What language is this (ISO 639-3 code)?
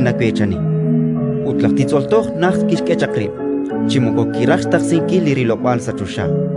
kek